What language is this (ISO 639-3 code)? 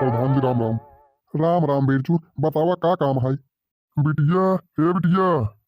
bho